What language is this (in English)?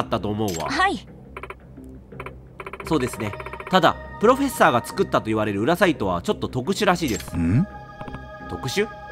Japanese